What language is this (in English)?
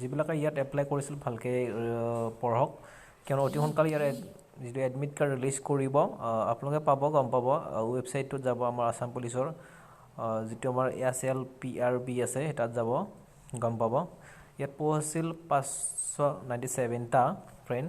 Assamese